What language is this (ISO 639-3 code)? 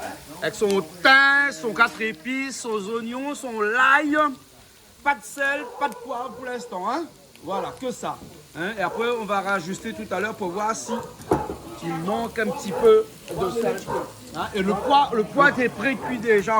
rcf